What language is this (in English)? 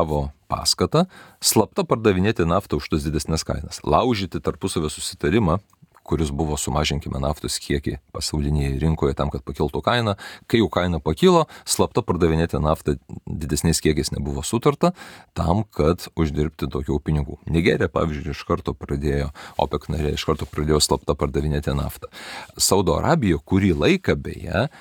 Lithuanian